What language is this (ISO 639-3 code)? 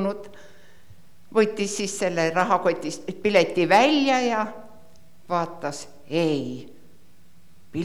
est